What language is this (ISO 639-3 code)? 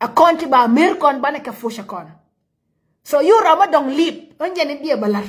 nus